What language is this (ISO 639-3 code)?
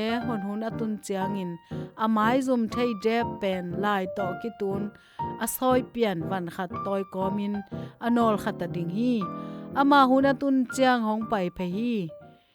ctd